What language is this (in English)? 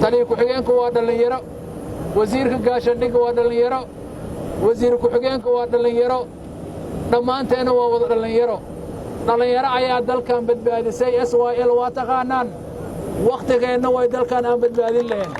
Somali